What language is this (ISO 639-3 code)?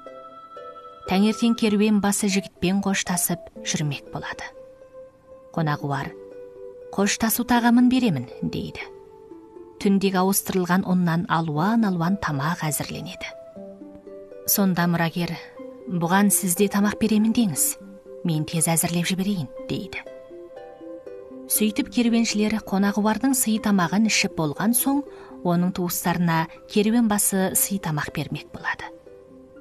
kaz